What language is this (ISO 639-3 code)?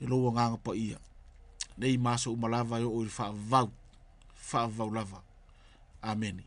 smo